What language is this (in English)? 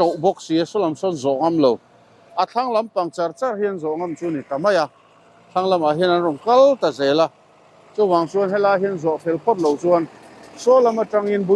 Mizo